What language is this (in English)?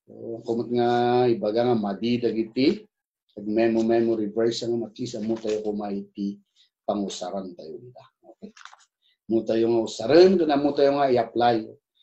Iloko